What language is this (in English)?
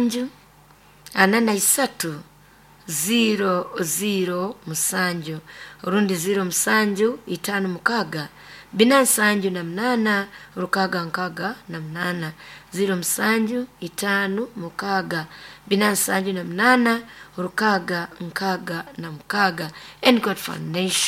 Nyoro